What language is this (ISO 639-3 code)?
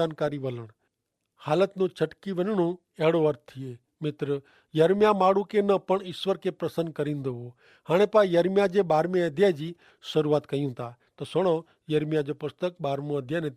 kfr